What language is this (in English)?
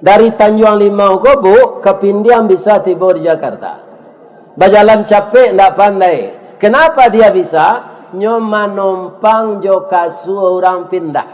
Minangkabau